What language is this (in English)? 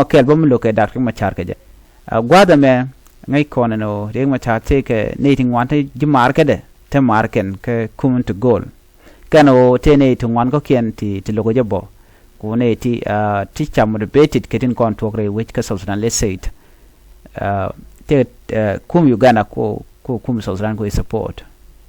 Nuer